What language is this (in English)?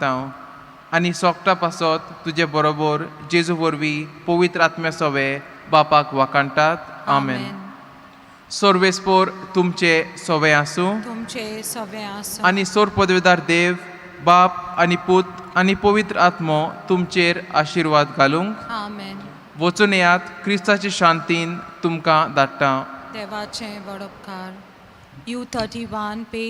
Konkani